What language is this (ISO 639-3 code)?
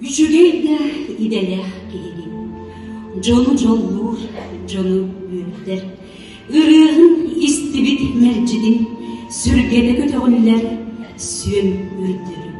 sah